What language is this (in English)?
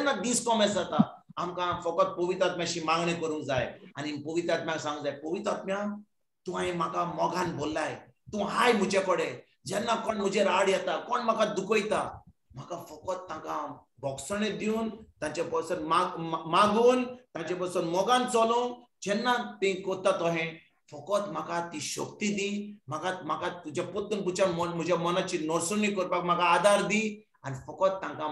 Konkani